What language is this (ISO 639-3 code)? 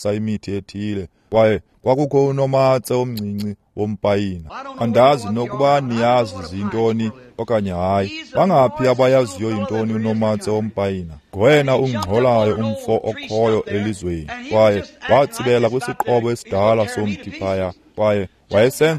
xho